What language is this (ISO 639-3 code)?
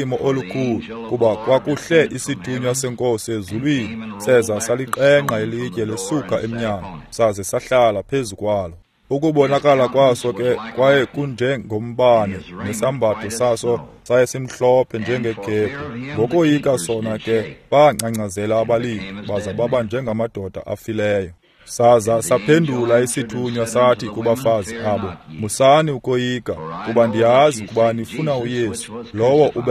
xho